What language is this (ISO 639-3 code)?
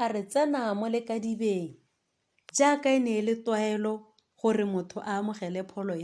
tsn